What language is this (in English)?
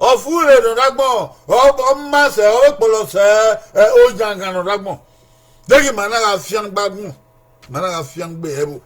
Bini